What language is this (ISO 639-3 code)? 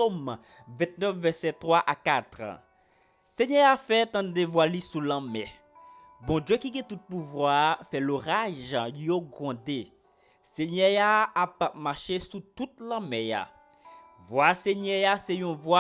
hat